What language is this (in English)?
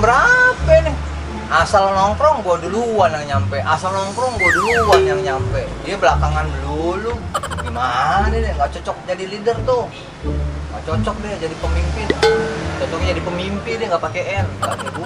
Betawi